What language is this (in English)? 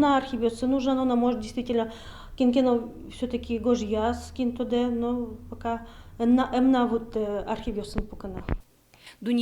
Udmurt